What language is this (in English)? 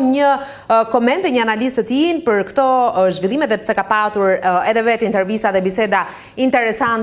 Albanian